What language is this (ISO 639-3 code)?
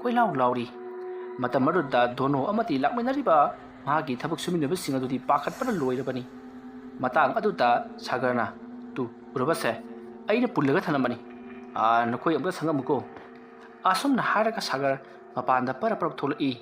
mni